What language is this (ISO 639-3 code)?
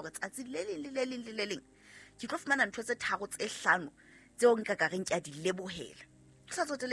sot